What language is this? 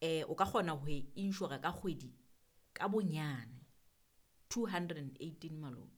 Southern Sotho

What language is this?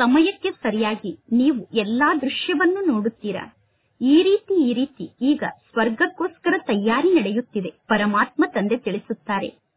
Kannada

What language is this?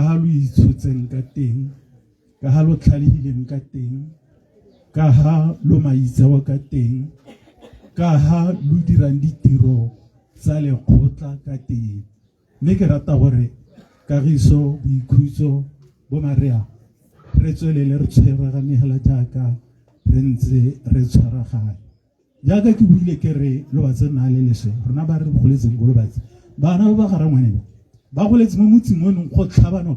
Tswana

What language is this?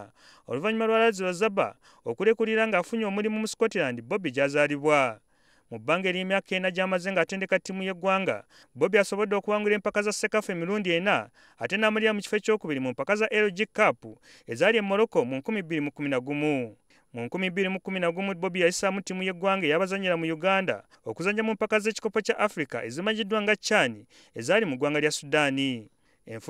Ganda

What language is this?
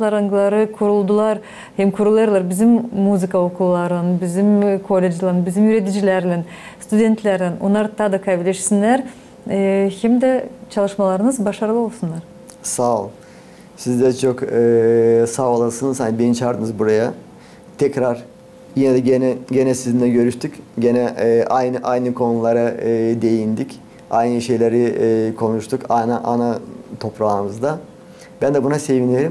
Gagauz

